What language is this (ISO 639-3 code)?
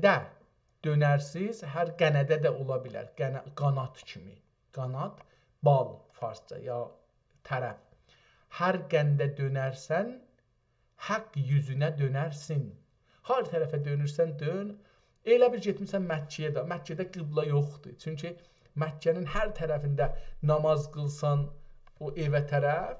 azb